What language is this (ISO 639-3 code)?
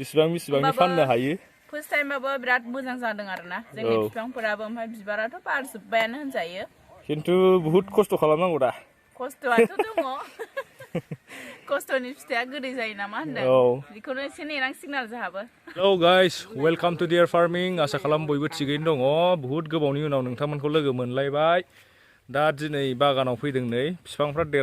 brx